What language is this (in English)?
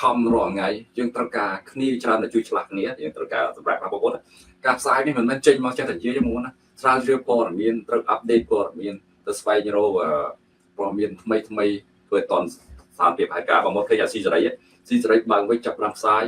Khmer